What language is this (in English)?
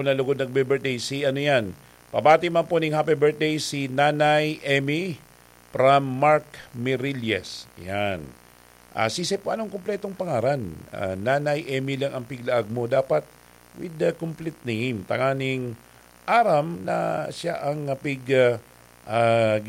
Bikol